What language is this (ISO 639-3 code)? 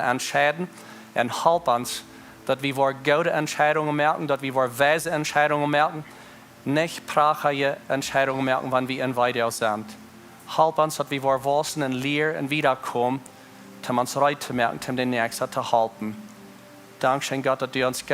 pdt